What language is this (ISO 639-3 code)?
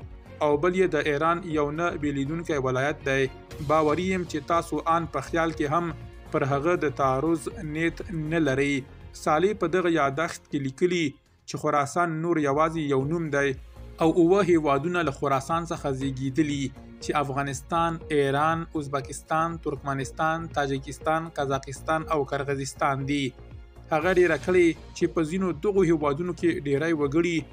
pus